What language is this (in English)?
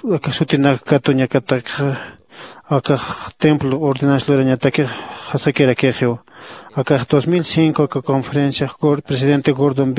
Aymara